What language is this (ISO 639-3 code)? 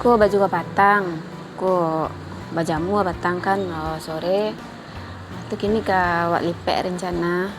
min